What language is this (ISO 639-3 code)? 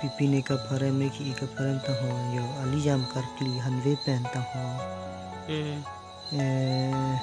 mjw